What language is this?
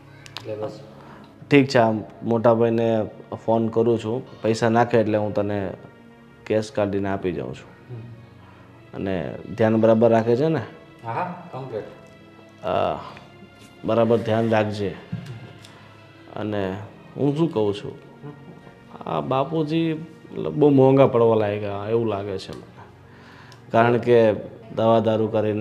Gujarati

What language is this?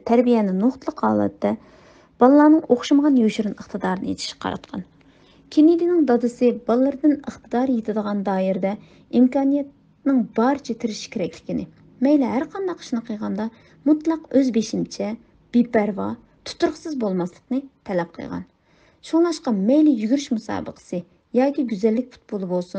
Uyghur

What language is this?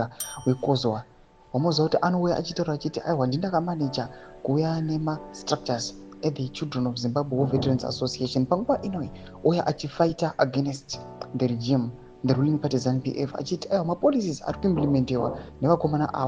Shona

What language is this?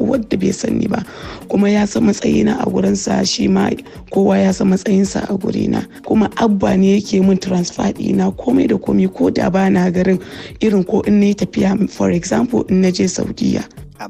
Hausa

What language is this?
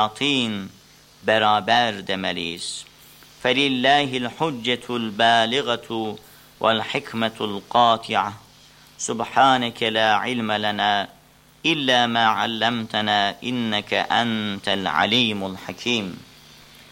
Turkish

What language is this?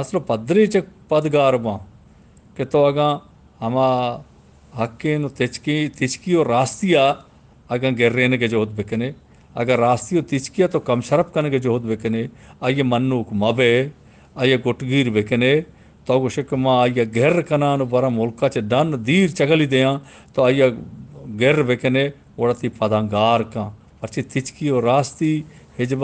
Eastern Balochi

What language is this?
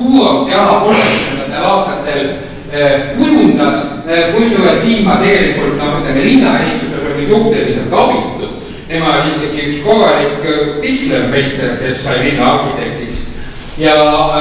Estonian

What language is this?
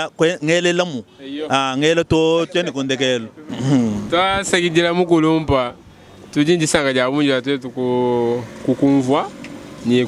Luba-Lulua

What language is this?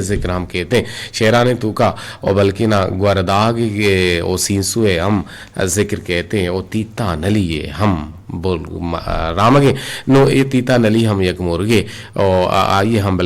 Eastern Balochi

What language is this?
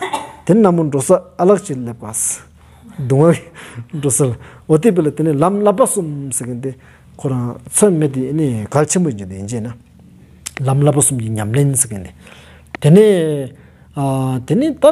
Stod Bhoti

